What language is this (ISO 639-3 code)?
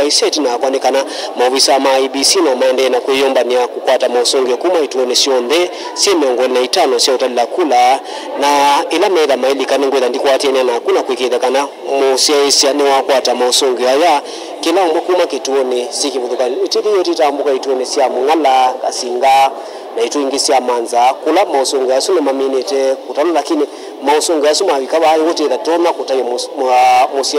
kam